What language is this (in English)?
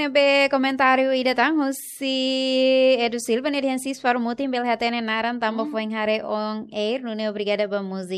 Tetum